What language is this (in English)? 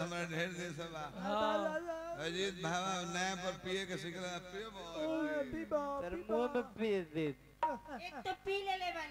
Bhojpuri